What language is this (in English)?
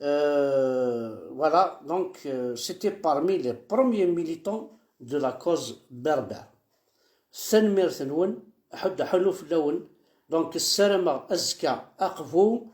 Kabyle